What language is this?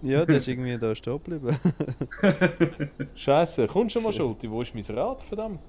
Swiss German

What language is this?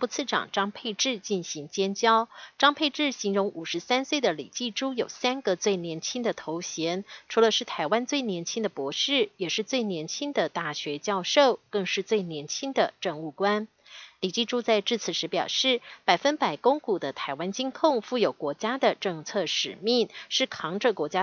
Chinese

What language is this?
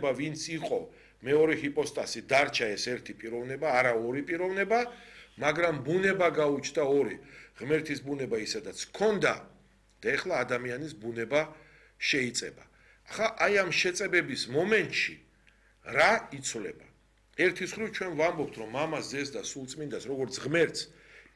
Georgian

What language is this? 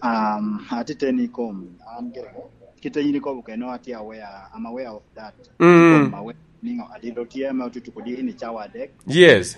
Lango (Uganda)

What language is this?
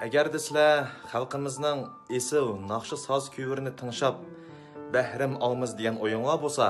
Uyghur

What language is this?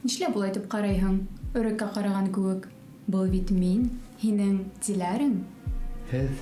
Bashkir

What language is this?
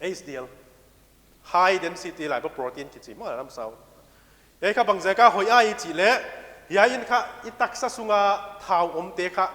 Paite Chin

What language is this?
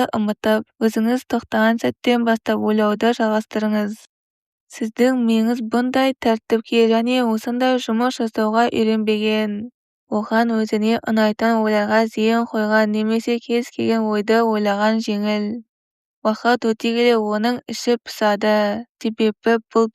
Kazakh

